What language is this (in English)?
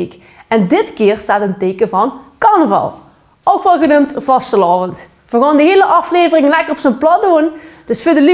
Limburgish